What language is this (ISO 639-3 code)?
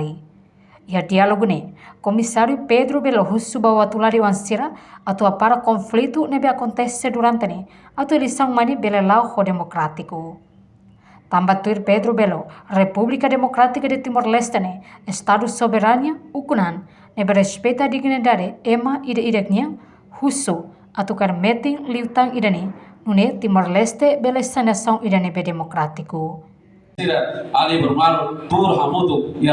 tet